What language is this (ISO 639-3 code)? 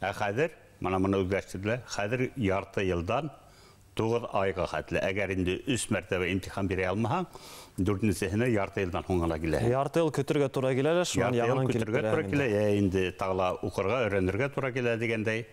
bak